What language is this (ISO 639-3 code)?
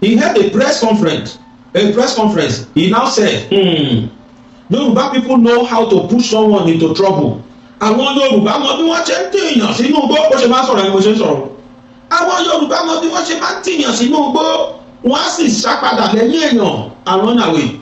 yor